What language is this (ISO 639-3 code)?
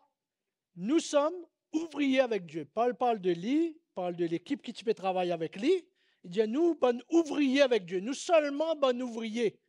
mfe